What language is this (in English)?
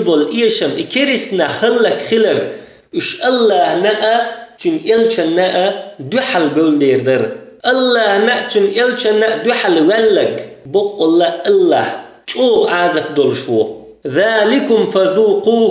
Chechen